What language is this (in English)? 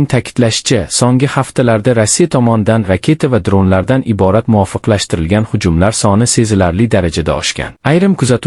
Uzbek